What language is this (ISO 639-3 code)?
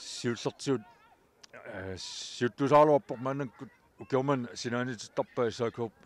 kal